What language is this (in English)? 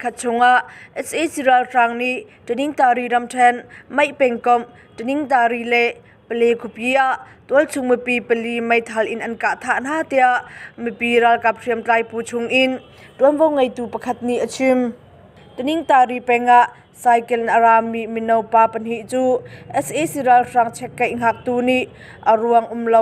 Hakha Chin